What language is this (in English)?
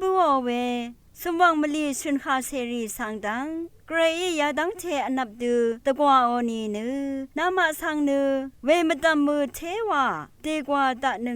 Rawang